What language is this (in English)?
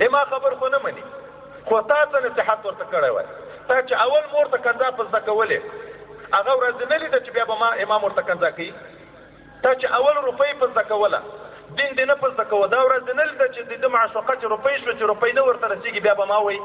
Pashto